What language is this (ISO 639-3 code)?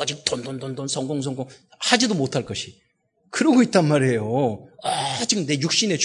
kor